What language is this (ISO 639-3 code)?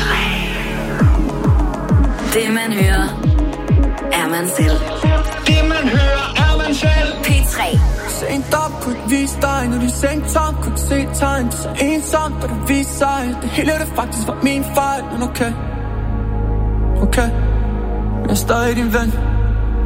dan